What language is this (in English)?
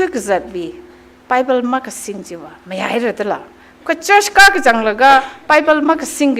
Tangkhul Naga (India)